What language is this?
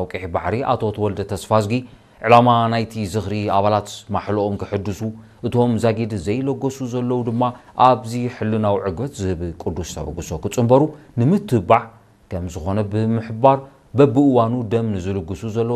Tigrinya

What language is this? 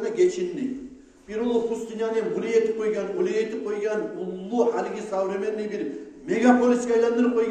Kumyk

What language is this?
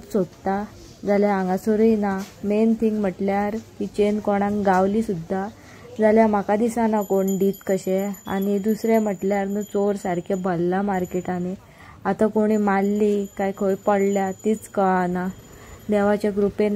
Konkani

